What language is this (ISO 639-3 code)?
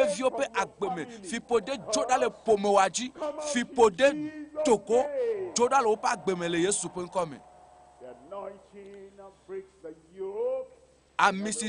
ewe